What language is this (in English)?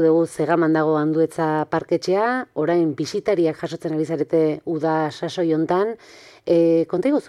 Basque